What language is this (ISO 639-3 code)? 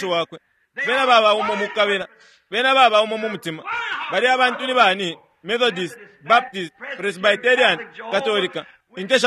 bem